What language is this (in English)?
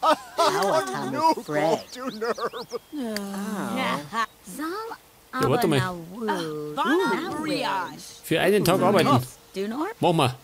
Bavarian